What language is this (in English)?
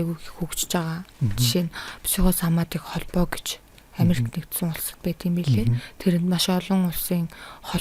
Mongolian